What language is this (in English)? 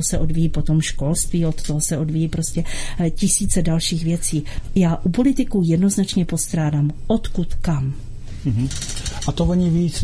Czech